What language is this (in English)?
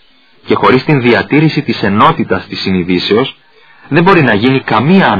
Greek